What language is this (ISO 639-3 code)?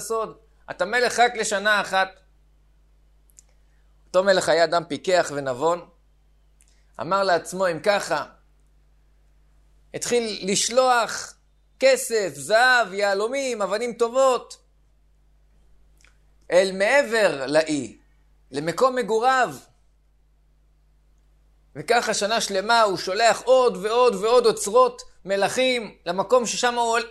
heb